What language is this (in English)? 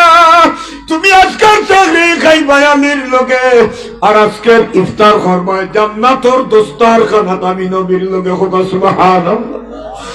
Sylheti